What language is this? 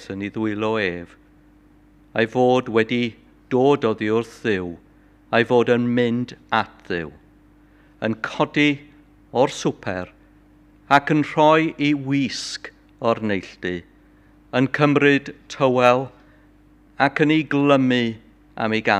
Welsh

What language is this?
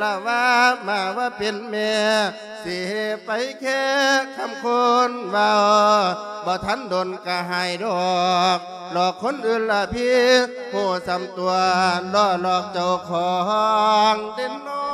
Lao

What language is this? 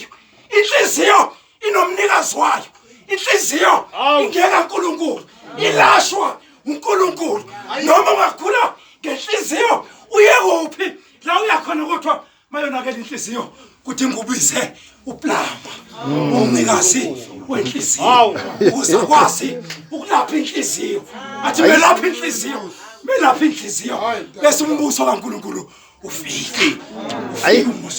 Zulu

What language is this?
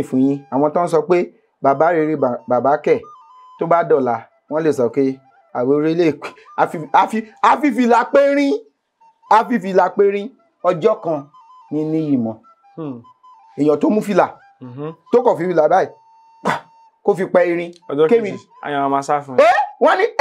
Yoruba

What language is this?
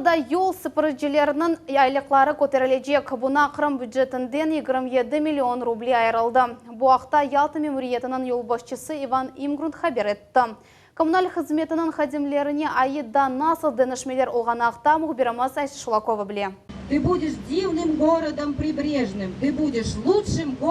Crimean Tatar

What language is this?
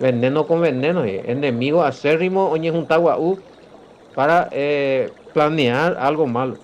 Guarani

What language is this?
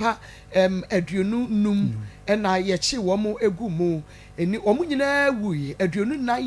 Akan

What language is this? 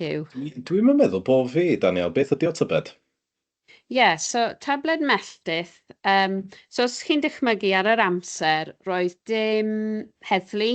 Welsh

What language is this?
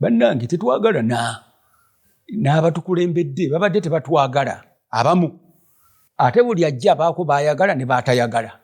Ganda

